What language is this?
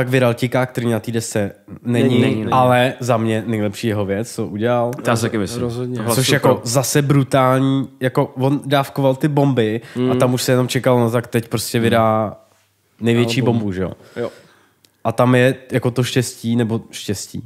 Czech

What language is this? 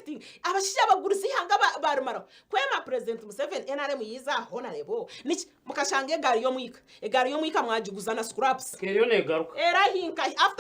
Nyankole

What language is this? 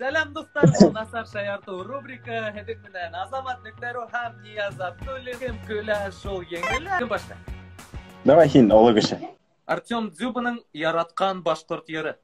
Bashkir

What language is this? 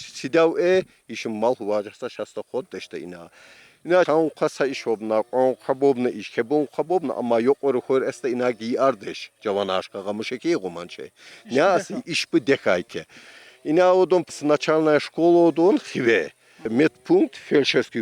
Tsakhur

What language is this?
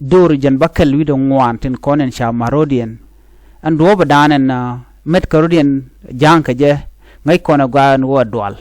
Nuer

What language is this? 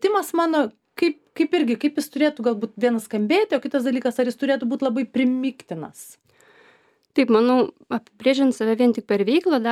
Lithuanian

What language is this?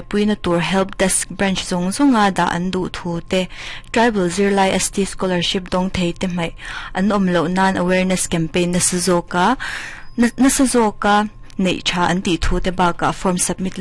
Mizo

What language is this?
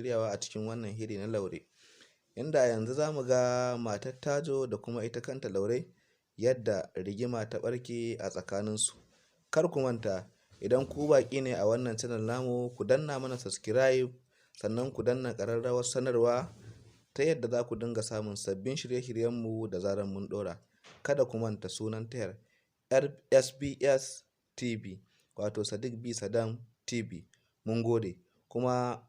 Hausa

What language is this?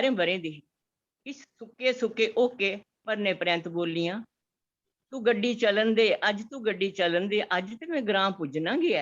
Dogri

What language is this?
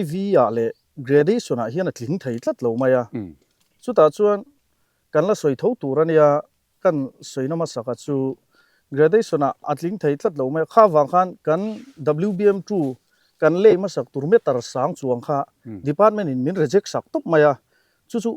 Mizo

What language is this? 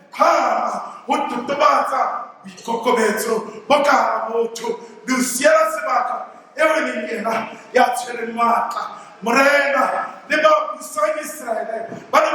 Southern Sotho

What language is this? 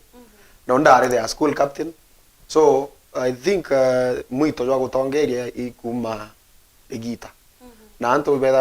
Meru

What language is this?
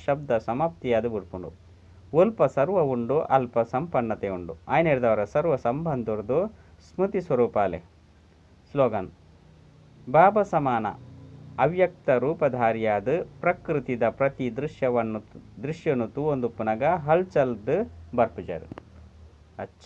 Tulu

